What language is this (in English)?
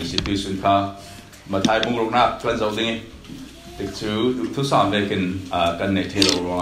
Falam Chin